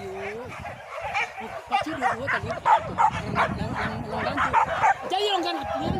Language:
Minangkabau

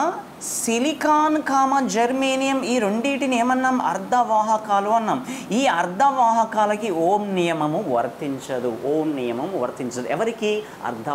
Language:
Telugu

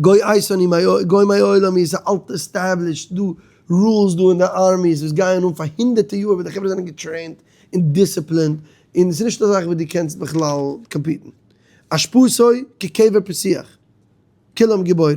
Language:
Yiddish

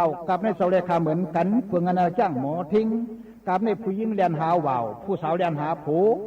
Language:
Shan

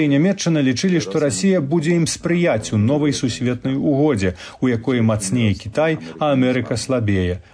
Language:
Belarusian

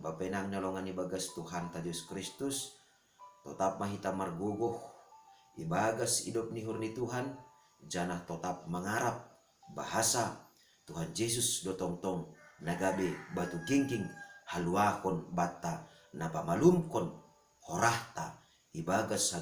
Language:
Batak Simalungun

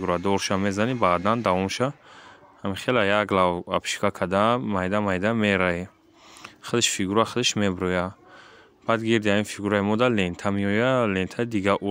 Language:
Tajik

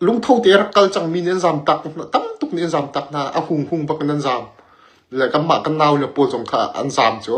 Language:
Hakha Chin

